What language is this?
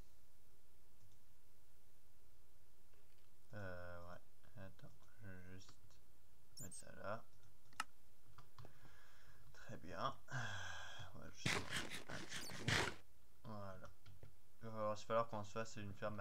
French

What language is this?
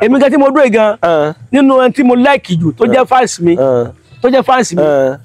Yoruba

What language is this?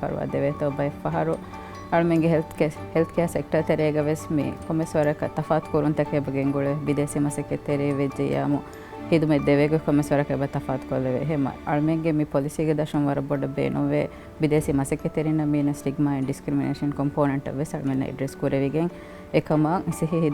Divehi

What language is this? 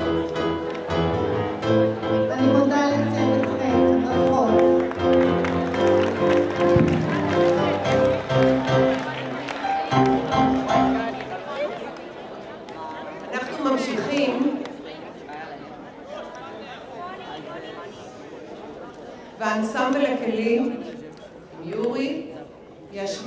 Hebrew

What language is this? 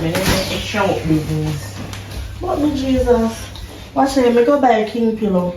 Jamaican Creole English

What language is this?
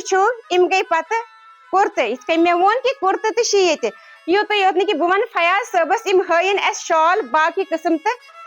Kashmiri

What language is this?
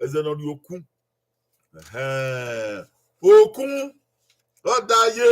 Bini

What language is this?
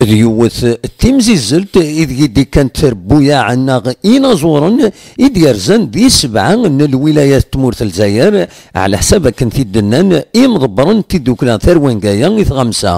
Kabyle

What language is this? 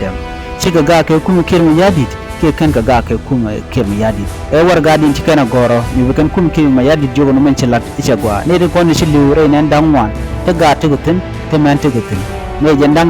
Nuer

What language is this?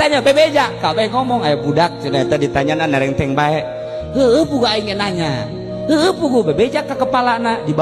Sundanese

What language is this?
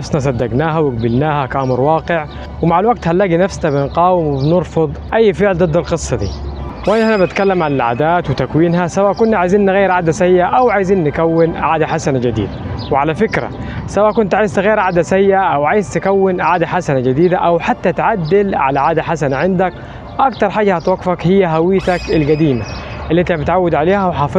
Egyptian Arabic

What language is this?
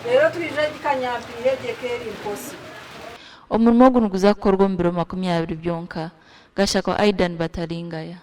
Nyankole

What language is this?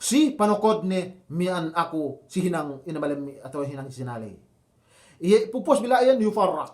Yakan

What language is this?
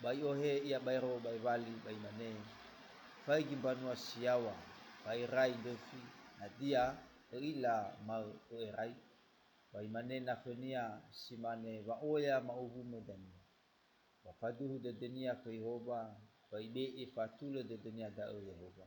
Nias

